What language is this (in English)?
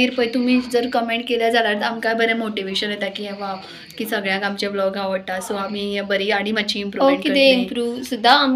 Konkani